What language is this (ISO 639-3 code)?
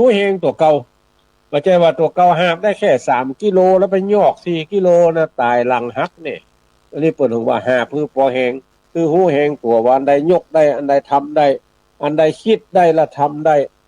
nod